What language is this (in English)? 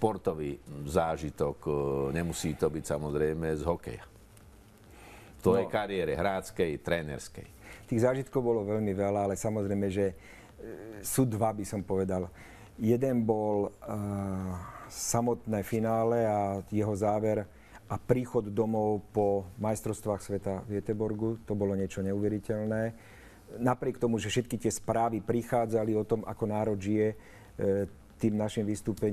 Slovak